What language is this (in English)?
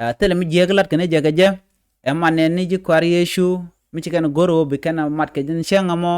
Nuer